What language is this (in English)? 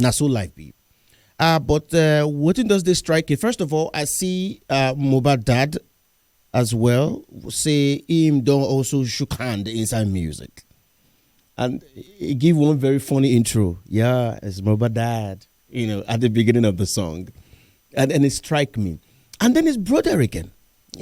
Nigerian Pidgin